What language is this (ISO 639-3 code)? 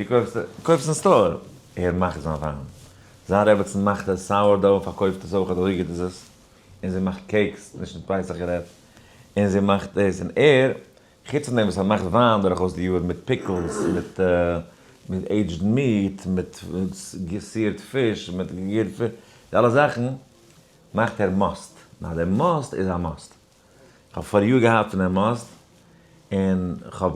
yid